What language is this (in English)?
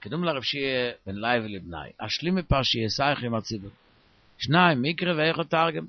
Yiddish